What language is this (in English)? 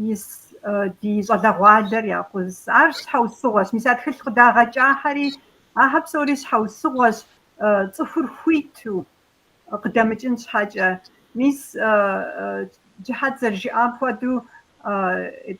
Kabardian